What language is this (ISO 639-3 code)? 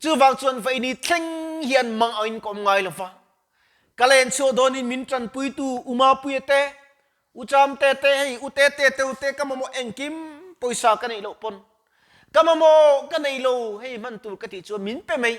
lus